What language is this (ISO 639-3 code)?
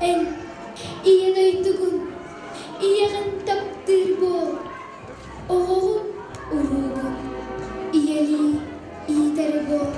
sah